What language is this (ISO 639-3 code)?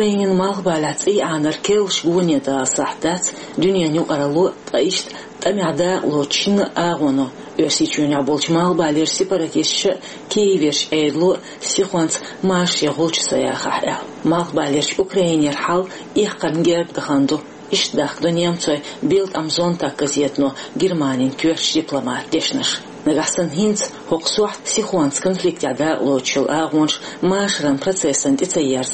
che